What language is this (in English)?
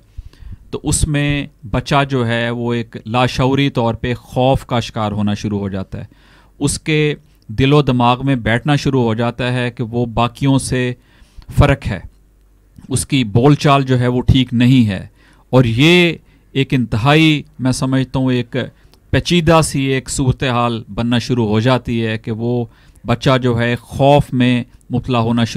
Urdu